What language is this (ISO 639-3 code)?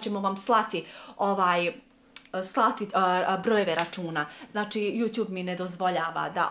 bos